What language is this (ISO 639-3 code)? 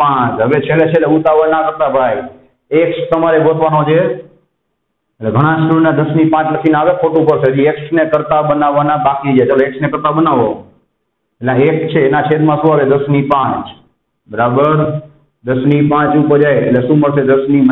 guj